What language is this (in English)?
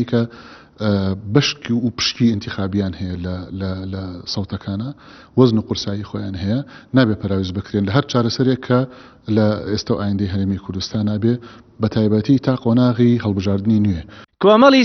Central Kurdish